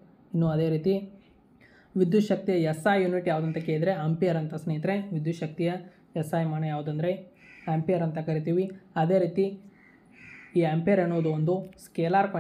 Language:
Kannada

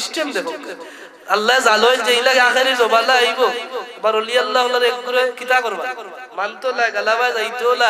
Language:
Sylheti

